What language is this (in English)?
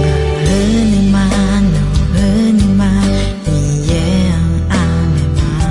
Akha